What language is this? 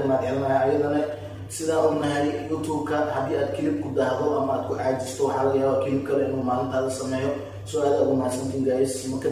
Somali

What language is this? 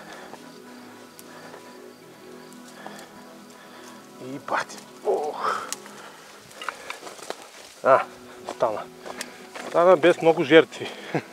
Bulgarian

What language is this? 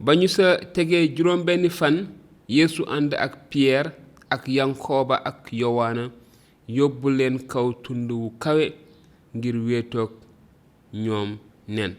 Wolof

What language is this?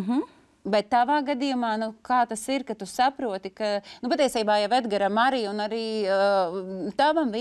Latvian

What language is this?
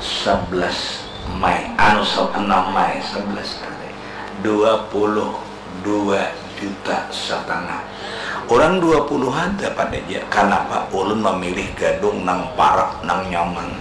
Banjar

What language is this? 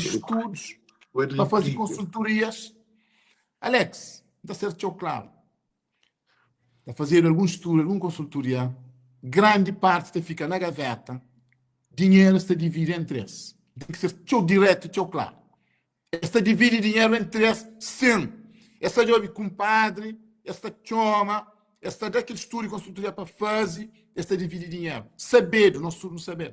Kabuverdianu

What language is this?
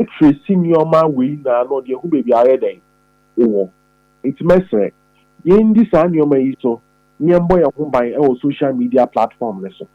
Akan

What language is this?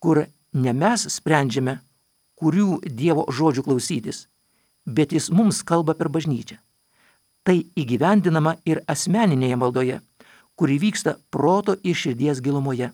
Lithuanian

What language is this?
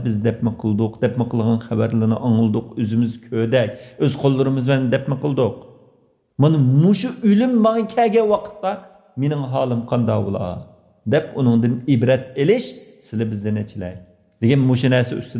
Uyghur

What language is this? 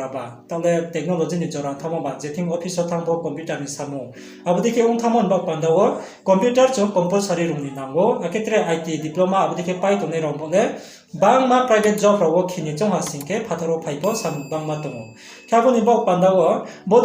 Riang (India)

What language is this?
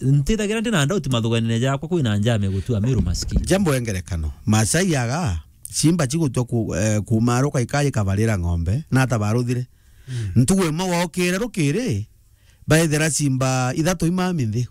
Meru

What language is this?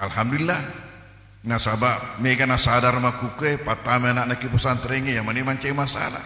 Buginese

